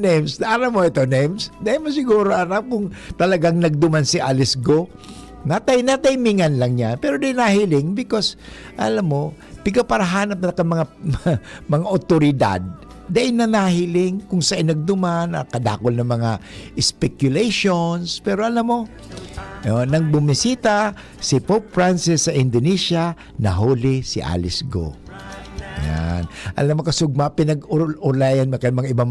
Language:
Bikol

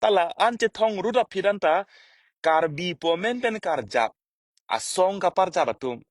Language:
Karbi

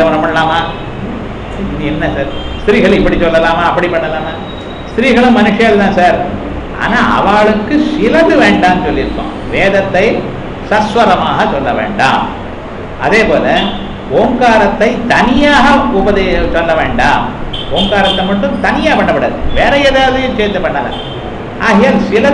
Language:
Tamil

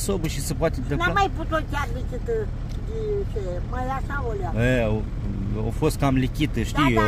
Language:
Romanian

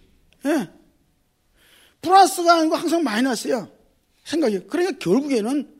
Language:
Korean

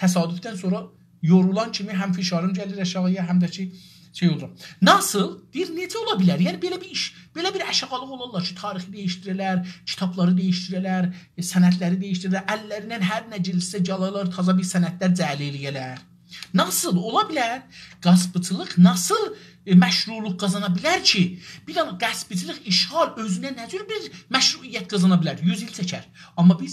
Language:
South Azerbaijani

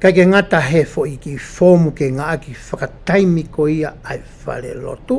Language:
Tongan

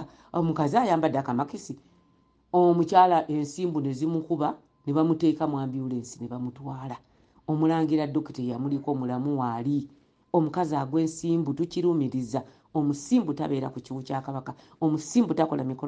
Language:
Ganda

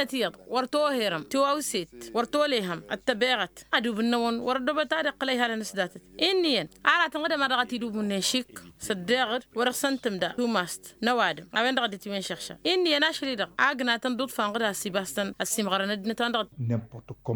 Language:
Tamasheq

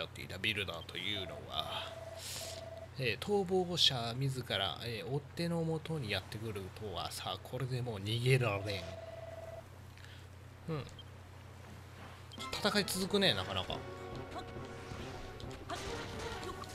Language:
Japanese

